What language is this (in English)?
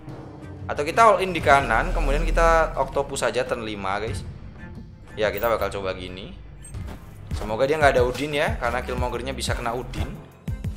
Indonesian